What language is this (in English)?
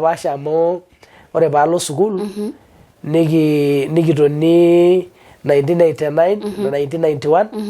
Masai